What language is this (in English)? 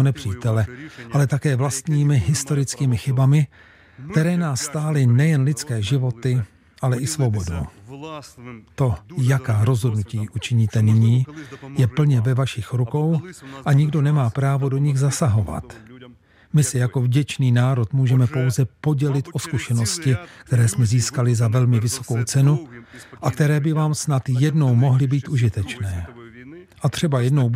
Czech